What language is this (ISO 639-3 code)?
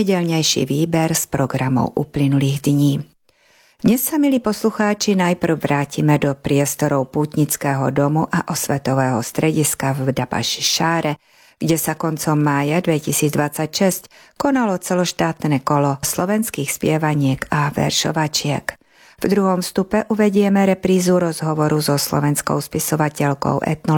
slk